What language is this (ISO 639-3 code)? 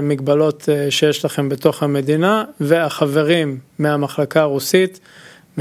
heb